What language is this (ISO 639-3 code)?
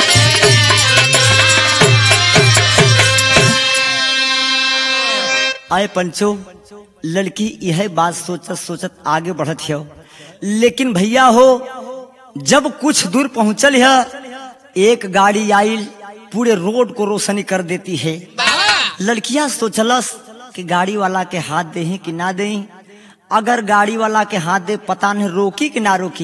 bho